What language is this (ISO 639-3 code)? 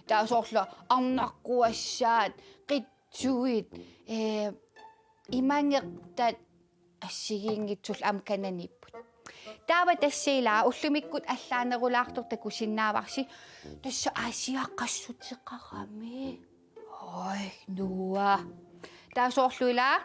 kal